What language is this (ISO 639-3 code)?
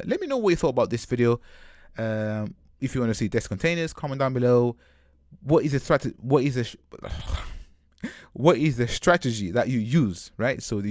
eng